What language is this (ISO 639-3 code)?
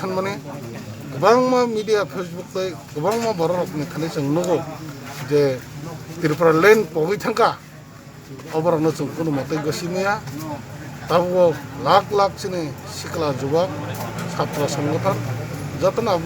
trp